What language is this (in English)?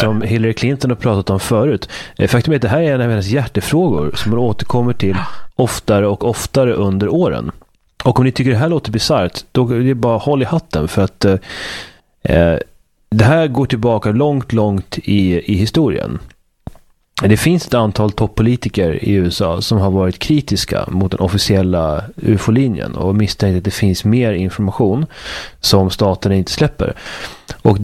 Swedish